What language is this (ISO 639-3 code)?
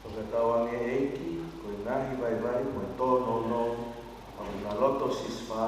ton